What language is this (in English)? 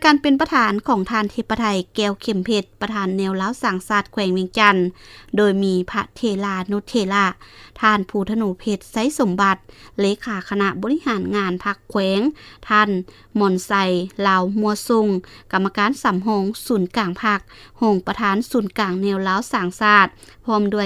Lao